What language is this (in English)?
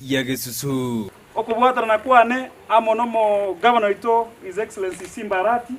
Gusii